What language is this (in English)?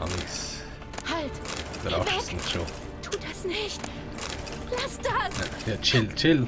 Swiss German